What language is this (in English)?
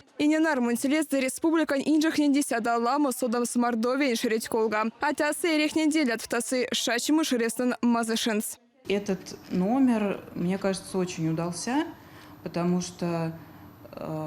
Erzya